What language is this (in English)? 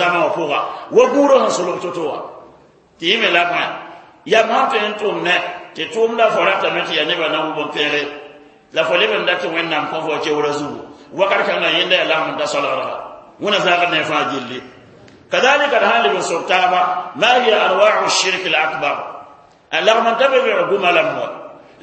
Mossi